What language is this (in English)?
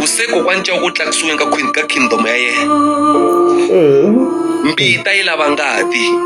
Tsonga